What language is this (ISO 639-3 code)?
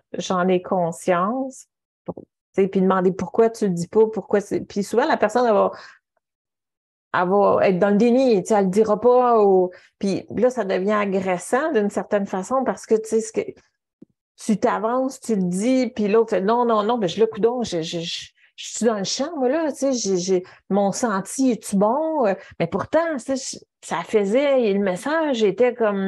fra